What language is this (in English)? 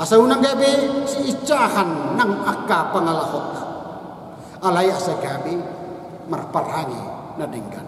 Batak Toba